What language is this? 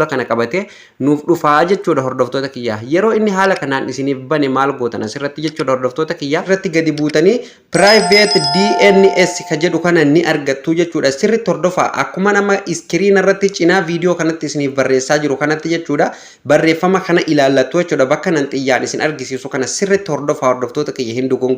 Oromo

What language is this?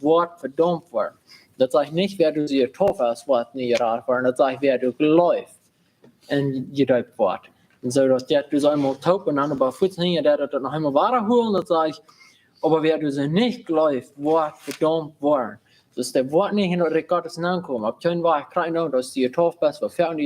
Plautdietsch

